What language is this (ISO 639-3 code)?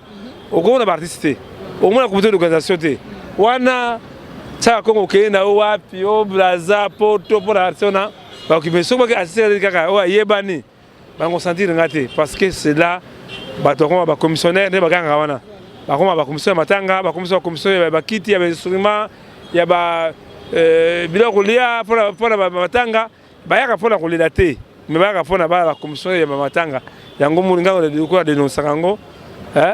lin